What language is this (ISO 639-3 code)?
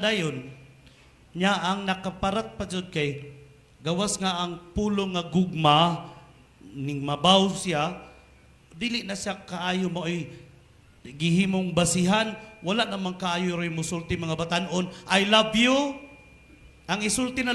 ceb